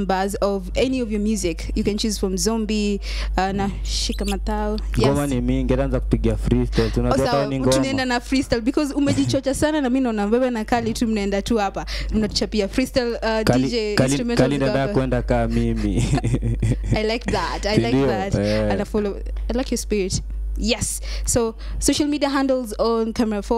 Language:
Swahili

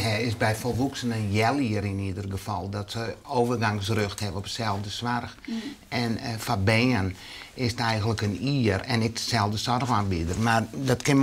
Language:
Western Frisian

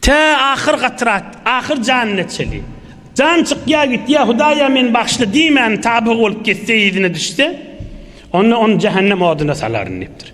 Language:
Turkmen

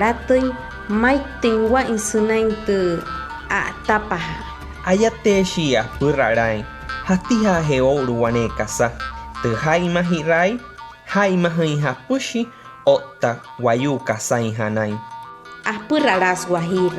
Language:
Wayuu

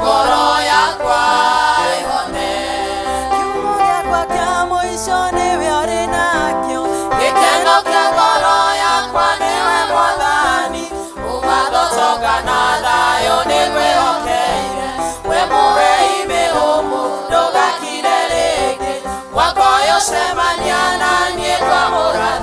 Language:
Kikuyu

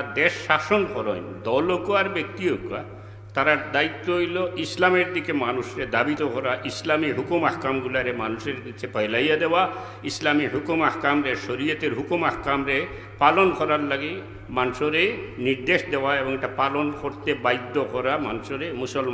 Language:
Sylheti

